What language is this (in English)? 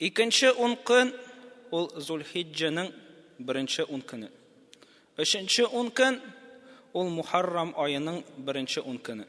Tatar